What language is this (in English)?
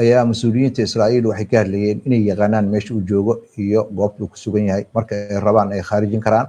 Somali